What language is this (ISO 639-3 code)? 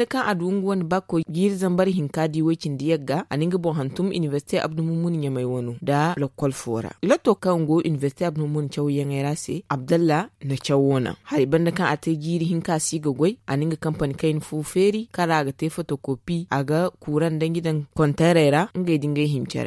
dje